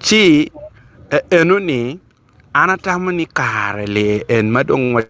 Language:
Acoli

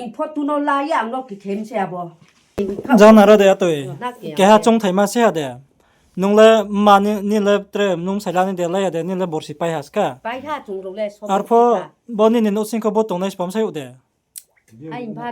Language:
Riang (India)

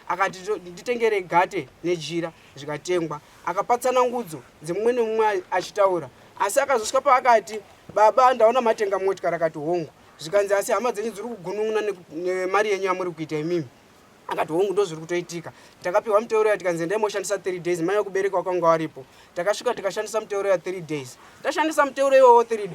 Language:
Shona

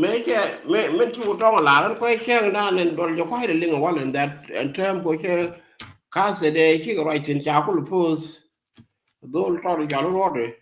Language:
Nuer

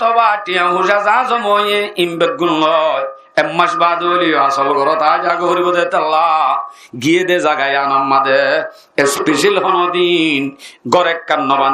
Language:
Rohingya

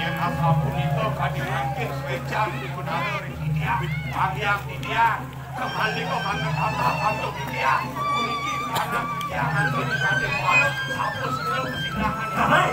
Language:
Balinese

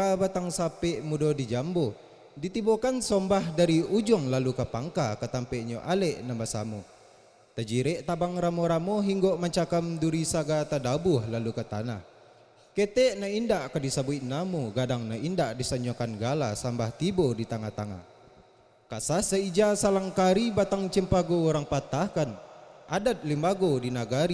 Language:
Minangkabau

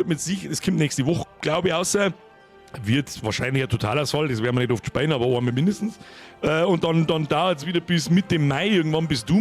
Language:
Bavarian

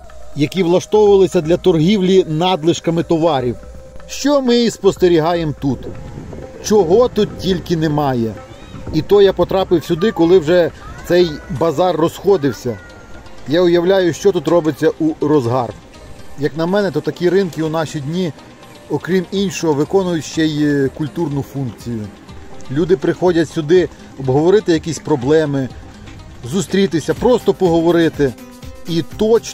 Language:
Ukrainian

